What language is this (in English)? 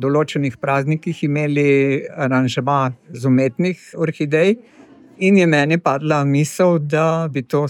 Slovenian